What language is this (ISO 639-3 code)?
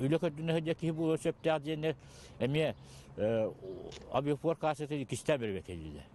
sah